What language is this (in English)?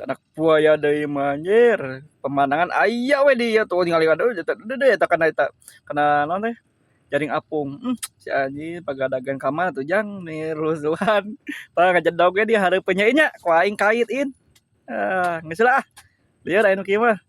Sundanese